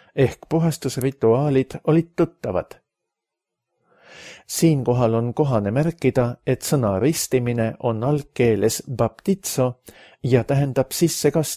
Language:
Estonian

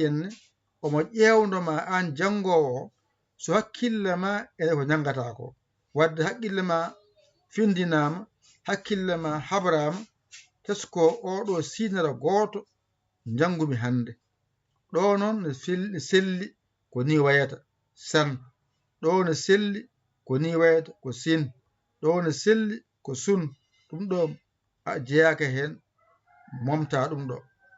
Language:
Fula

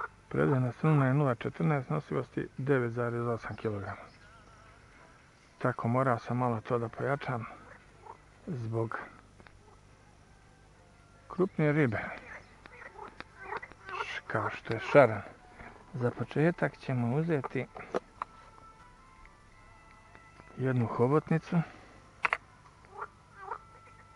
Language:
Serbian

